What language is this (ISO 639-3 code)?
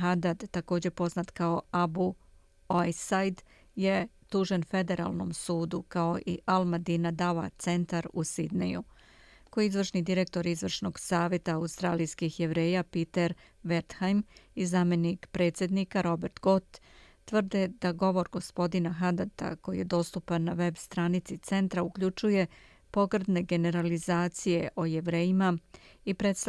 srp